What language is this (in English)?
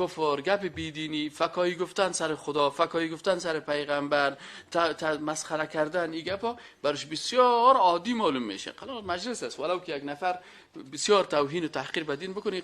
Persian